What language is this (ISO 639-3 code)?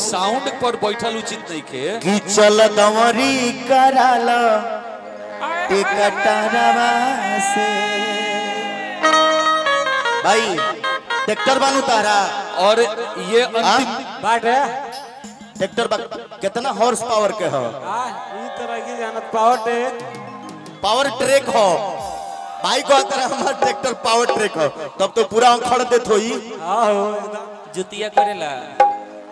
bho